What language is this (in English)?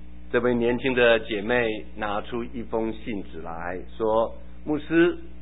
Chinese